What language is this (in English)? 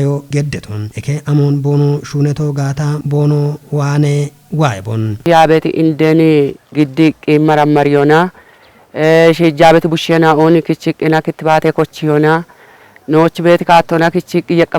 Kafa